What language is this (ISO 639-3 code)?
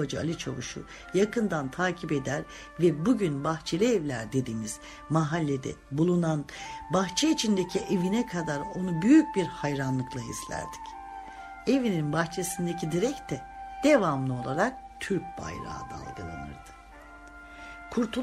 tur